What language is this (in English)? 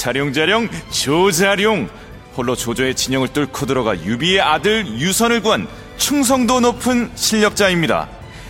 Korean